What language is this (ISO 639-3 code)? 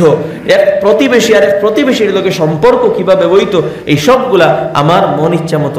syl